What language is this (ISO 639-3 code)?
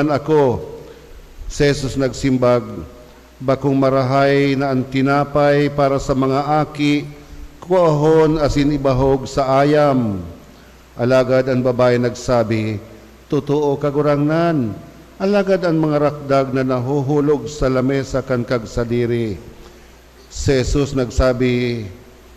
bik